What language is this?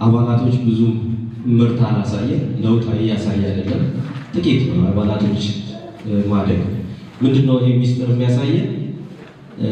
Amharic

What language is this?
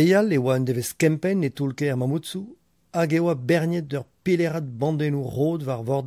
Breton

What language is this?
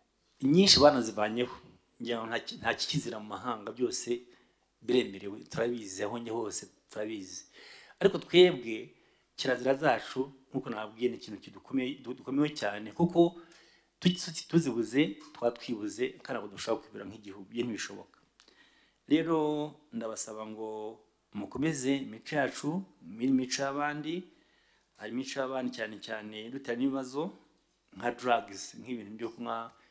Kinyarwanda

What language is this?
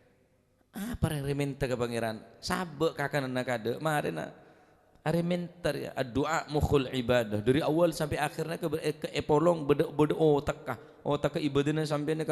Madurese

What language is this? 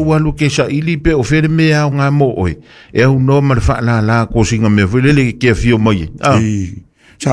Samoan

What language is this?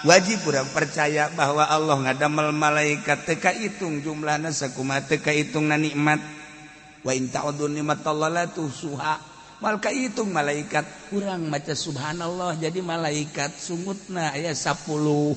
Sundanese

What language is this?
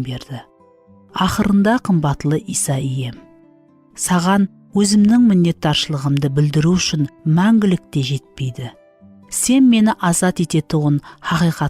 Kara-Kalpak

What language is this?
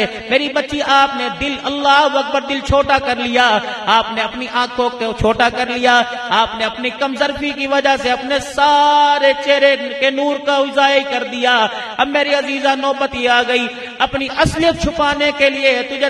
Urdu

